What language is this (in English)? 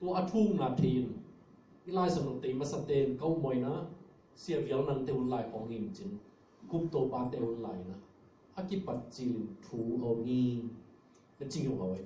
Tedim Chin